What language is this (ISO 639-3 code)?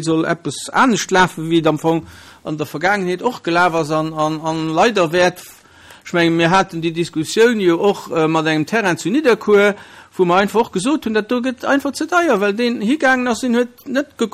ltz